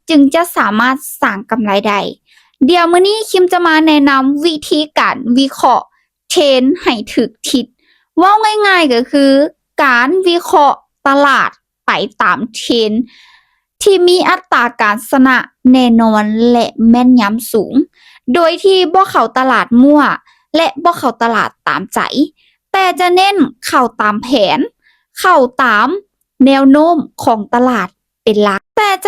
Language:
Lao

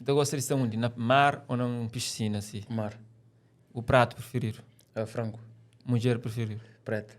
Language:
Kabuverdianu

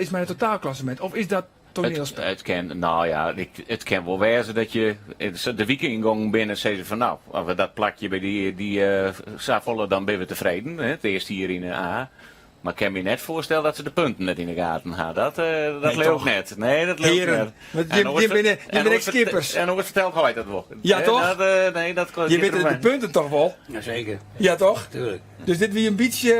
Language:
Western Frisian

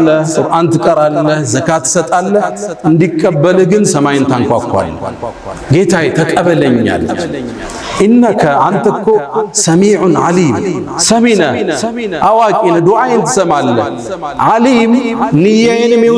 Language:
Amharic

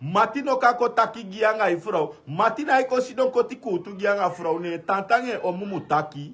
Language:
Sranan Tongo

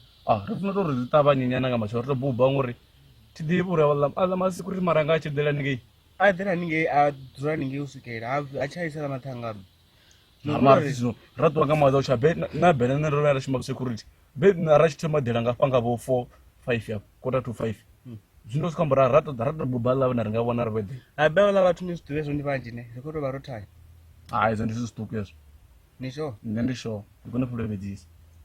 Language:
Venda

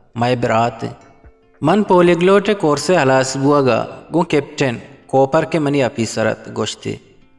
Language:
Eastern Balochi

